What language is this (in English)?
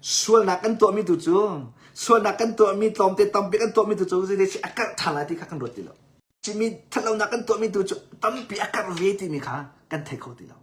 Hakha Chin